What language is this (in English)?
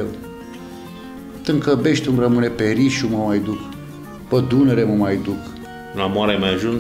Romanian